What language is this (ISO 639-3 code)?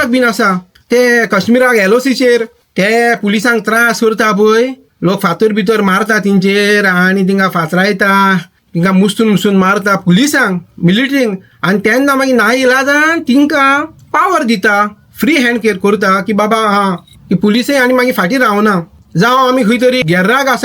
kok